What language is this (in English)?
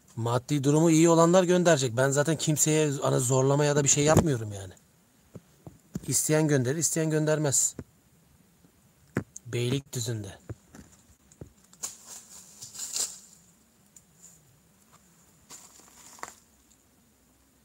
Turkish